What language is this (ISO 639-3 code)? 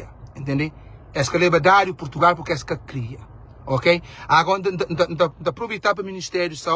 kea